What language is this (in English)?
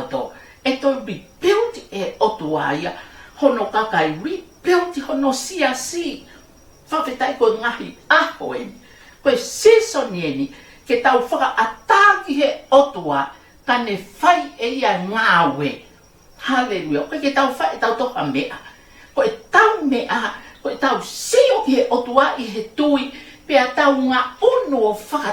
Tongan